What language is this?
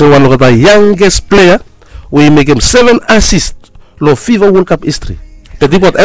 Bislama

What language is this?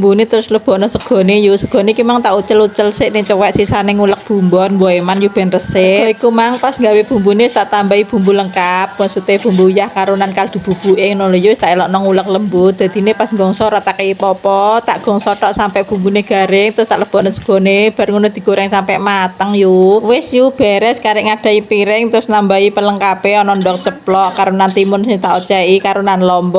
Javanese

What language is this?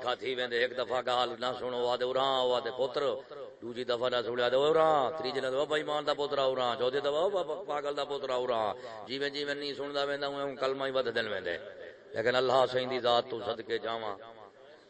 Saraiki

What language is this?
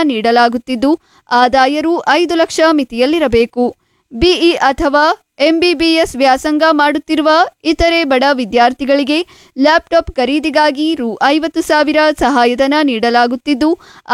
Kannada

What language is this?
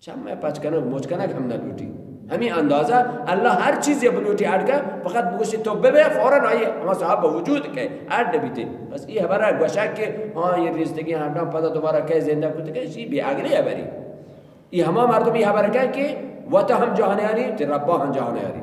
Baluchi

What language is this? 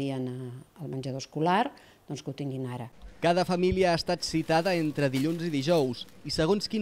Catalan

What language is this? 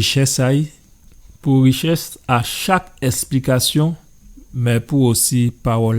Guadeloupean Creole French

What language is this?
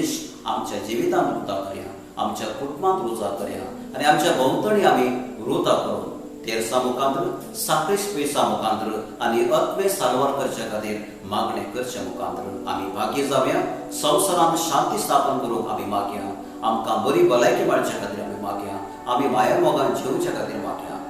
Konkani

